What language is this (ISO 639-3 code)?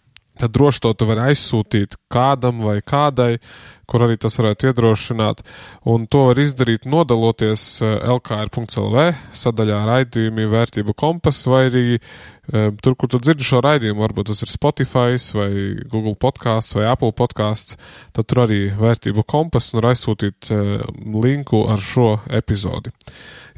lav